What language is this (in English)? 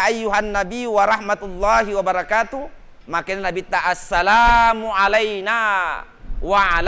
Buginese